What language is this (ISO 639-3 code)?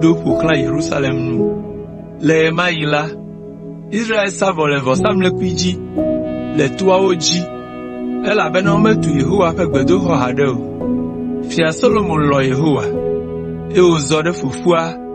ewe